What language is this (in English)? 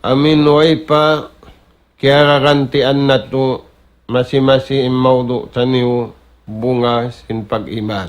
Tausug